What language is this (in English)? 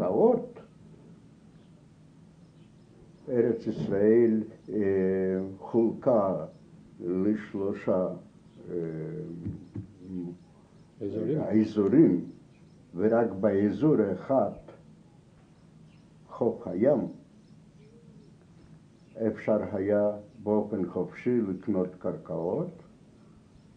Hebrew